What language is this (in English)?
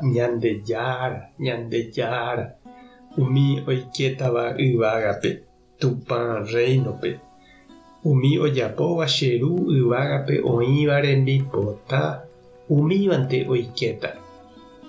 Guarani